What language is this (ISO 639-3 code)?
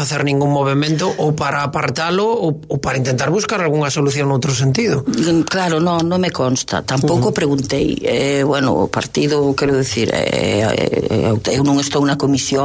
glg